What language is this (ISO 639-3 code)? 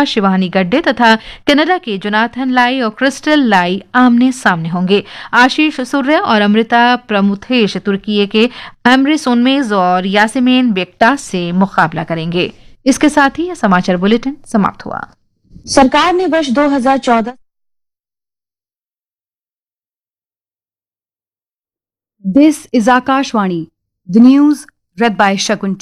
hin